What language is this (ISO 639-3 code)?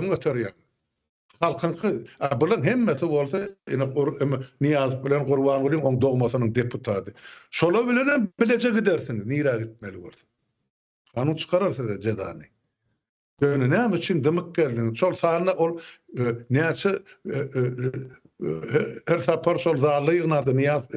tuk